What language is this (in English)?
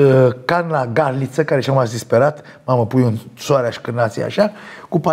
Romanian